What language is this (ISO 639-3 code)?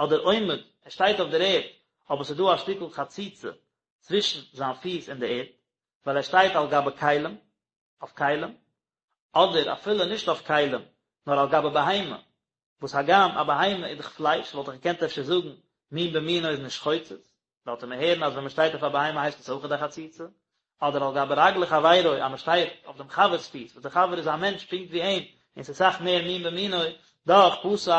yid